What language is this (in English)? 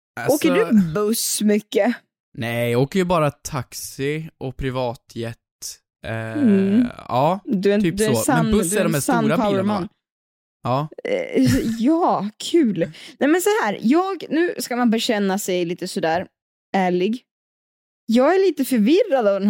Swedish